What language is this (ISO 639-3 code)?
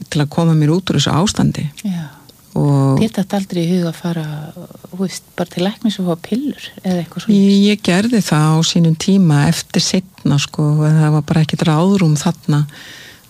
isl